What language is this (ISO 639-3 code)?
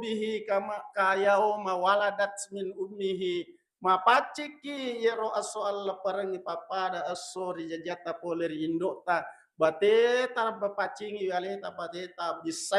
bug